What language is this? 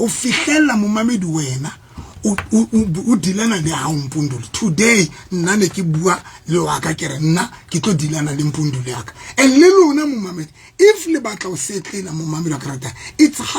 Southern Sotho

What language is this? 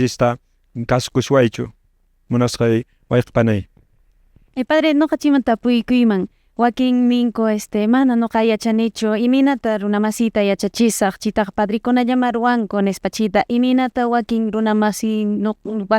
Quechua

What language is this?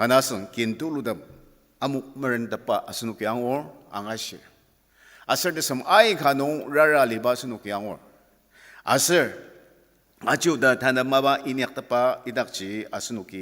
Ao Naga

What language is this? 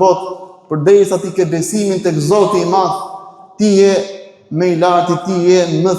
Albanian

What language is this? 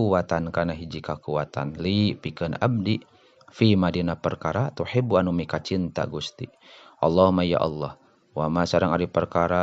Sundanese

